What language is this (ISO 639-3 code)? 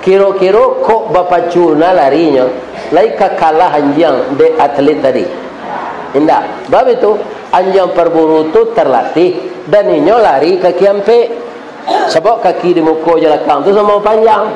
min